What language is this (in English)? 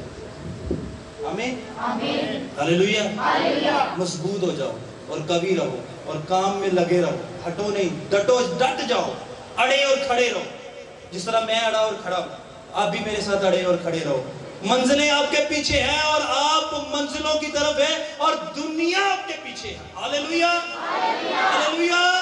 Urdu